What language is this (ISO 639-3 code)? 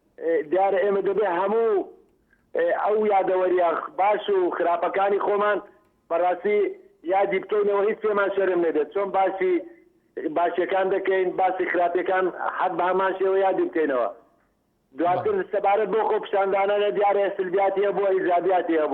ckb